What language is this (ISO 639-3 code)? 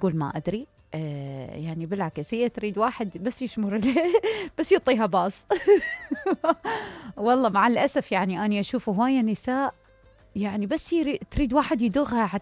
acm